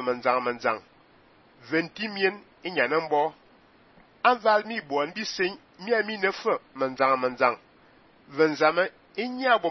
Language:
Fang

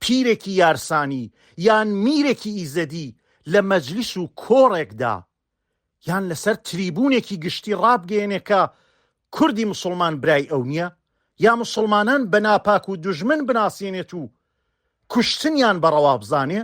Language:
Central Kurdish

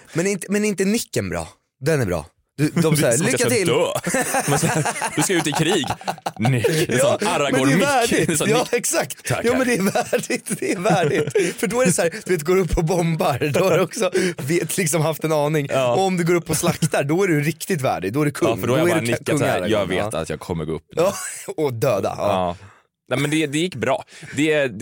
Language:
Swedish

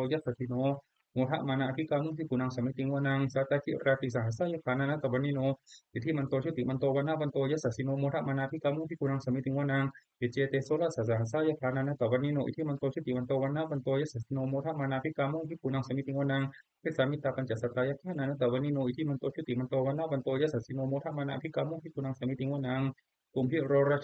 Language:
Pali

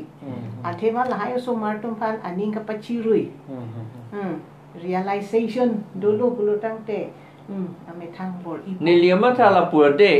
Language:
Karbi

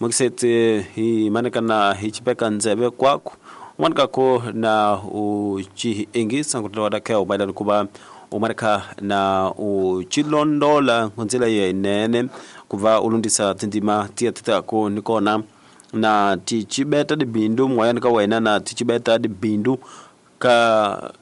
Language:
Tsonga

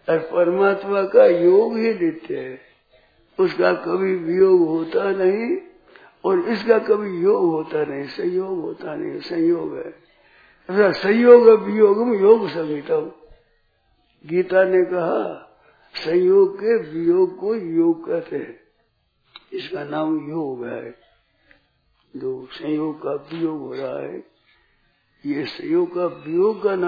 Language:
Hindi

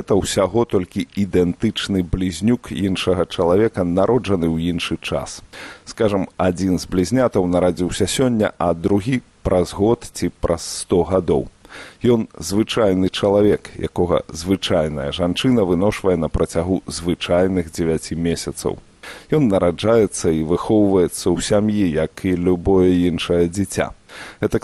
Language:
Belarusian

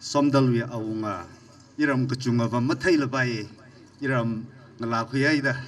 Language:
Tangkhul Naga (India)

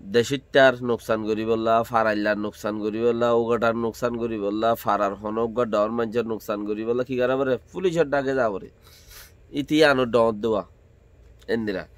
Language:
Rohingya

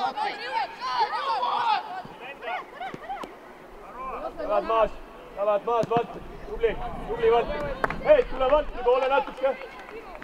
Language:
Estonian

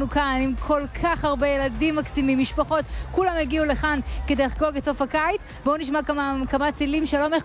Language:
Hebrew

